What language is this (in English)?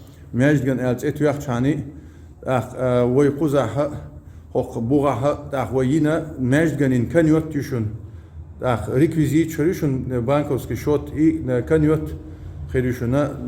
Chechen